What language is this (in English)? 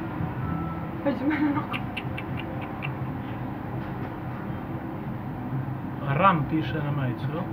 Croatian